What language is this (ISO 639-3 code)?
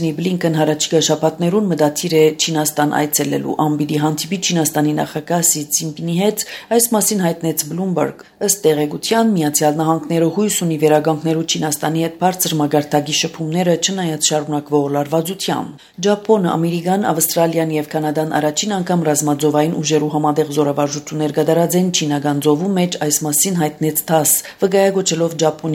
hye